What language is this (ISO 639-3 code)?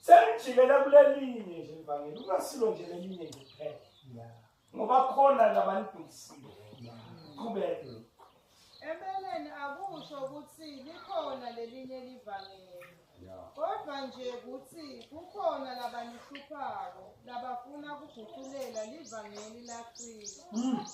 zul